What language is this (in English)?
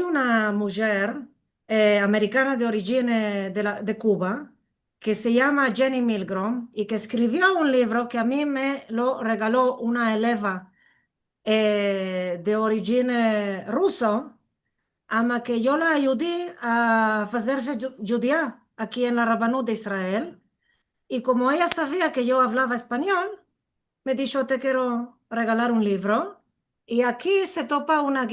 Ladino